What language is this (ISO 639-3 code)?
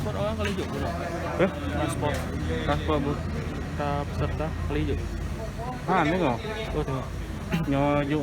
ace